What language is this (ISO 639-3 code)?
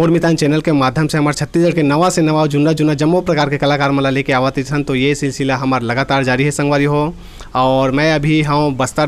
hne